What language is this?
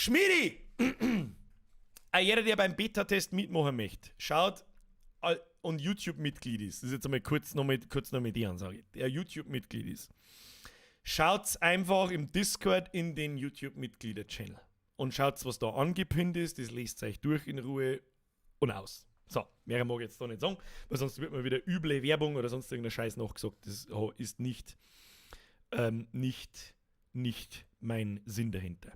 Bavarian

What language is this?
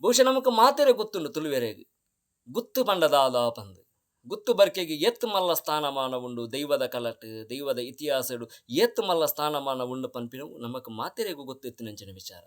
Tulu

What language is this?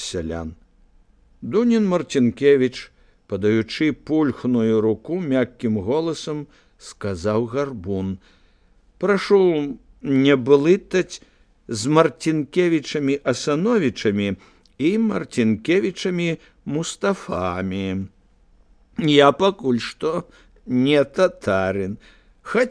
Belarusian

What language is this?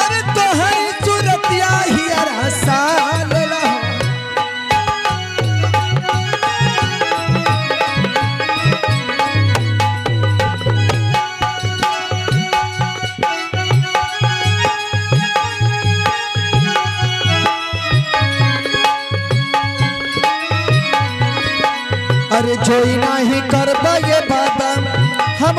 Bhojpuri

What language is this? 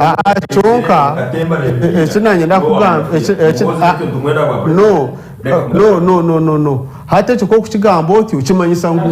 Nyankole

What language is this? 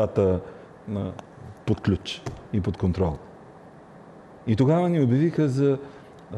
Bulgarian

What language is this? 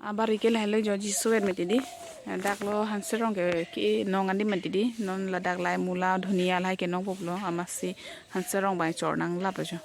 Karbi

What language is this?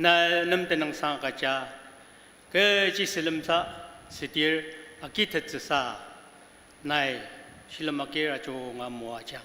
Ao Naga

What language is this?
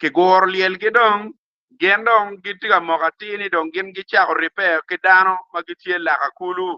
Acoli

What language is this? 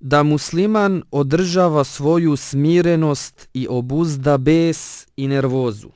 Bosnian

